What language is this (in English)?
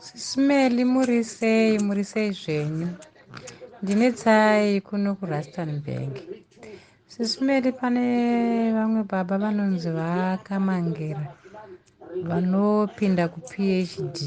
Shona